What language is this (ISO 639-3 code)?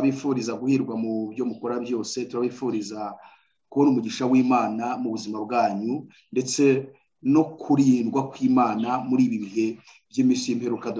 kin